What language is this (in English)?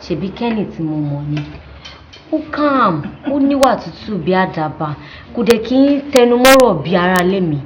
Yoruba